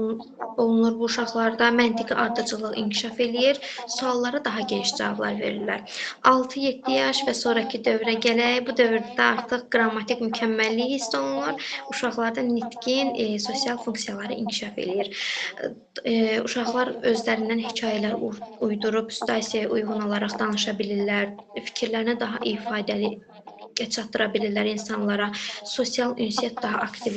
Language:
Azerbaijani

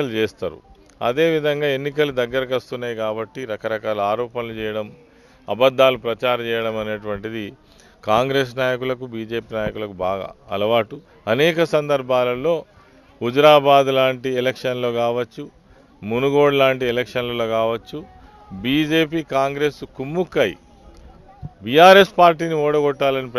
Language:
Telugu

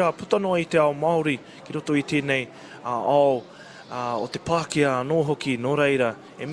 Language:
Māori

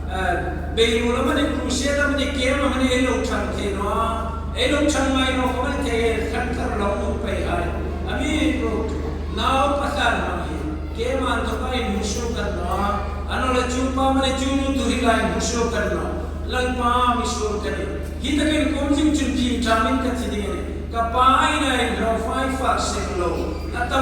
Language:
Hmar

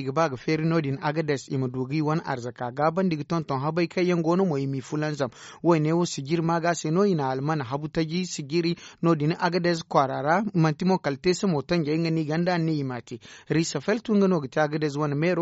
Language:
Zarma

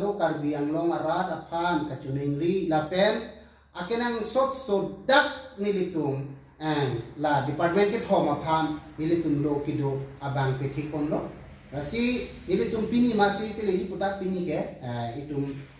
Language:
Karbi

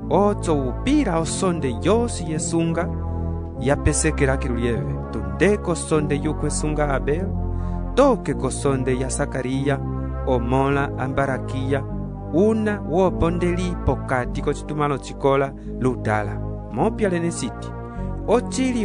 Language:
Umbundu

